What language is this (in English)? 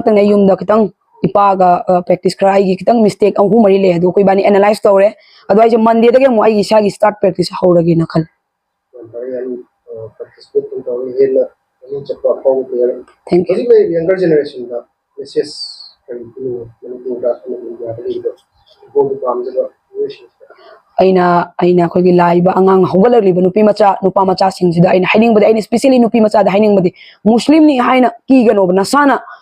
Manipuri